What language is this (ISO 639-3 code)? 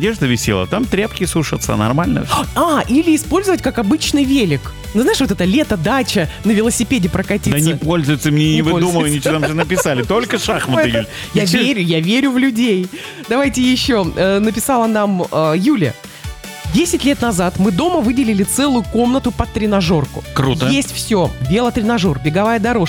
rus